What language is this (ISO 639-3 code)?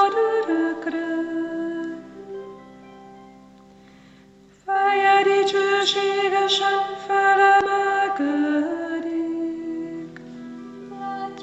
hun